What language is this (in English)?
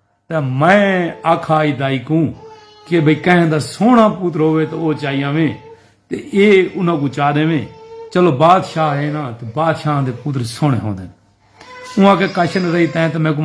Saraiki